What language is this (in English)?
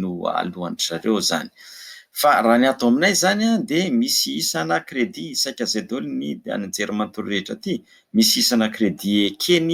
Malagasy